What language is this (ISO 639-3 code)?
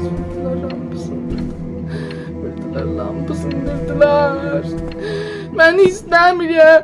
azb